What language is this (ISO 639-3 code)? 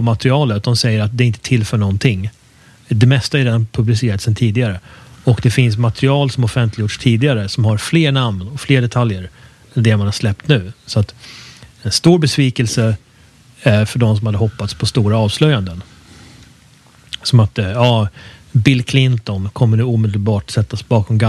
swe